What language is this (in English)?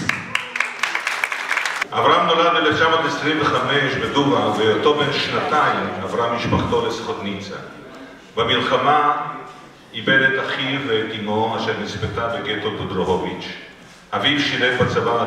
Hebrew